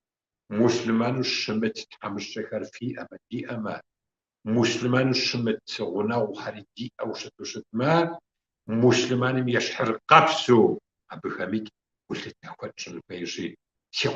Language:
Kabardian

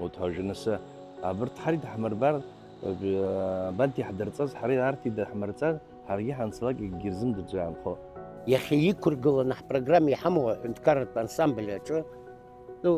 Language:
Abkhazian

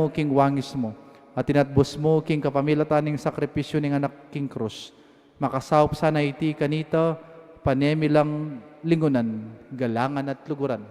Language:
Pampanga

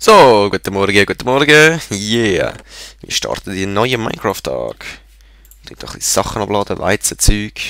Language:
Swiss German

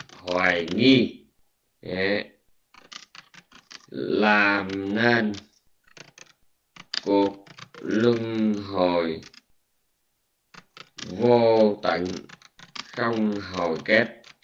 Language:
Vietnamese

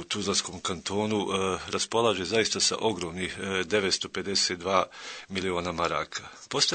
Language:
Bosnian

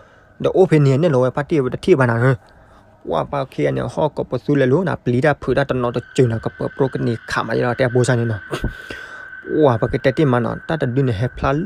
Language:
S'gaw Karen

